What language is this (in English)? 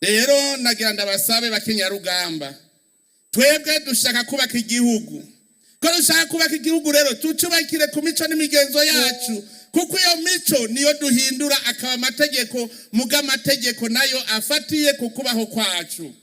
Rundi